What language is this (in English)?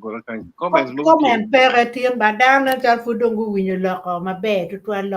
Acoli